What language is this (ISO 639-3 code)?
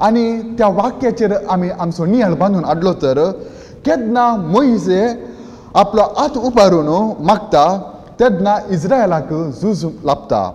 kok